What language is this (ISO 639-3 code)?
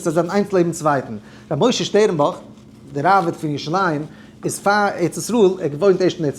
yid